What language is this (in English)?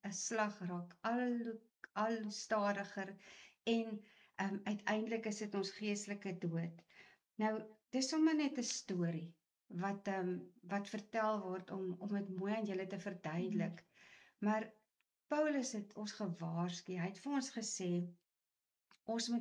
Afrikaans